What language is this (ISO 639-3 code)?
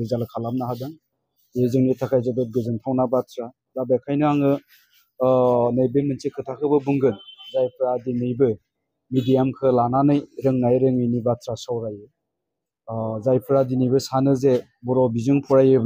brx